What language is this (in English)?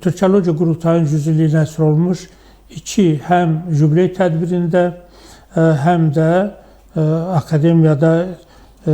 Azerbaijani